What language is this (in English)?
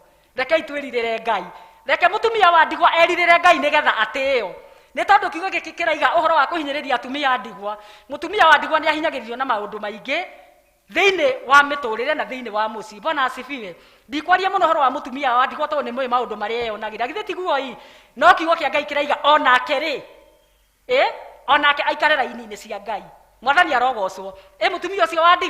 Kikuyu